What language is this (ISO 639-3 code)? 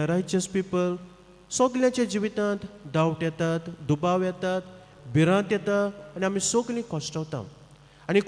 kok